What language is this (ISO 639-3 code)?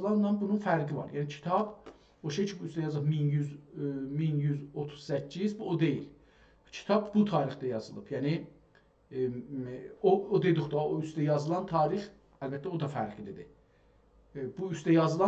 azb